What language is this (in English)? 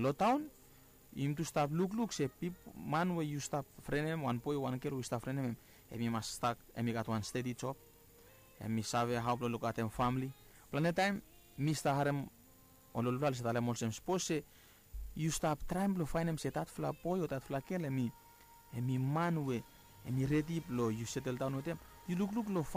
Bislama